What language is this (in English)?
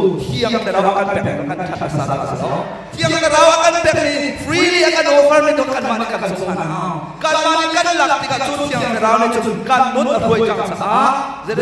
Hakha Chin